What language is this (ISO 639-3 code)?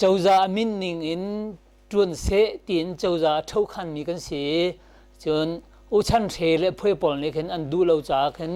cnh